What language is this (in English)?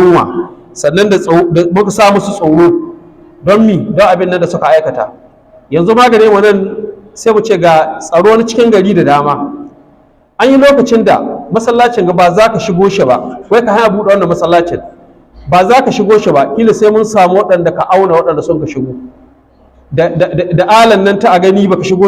Hausa